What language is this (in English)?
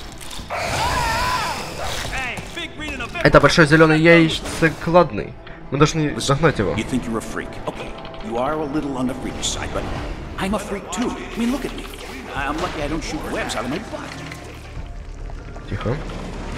Russian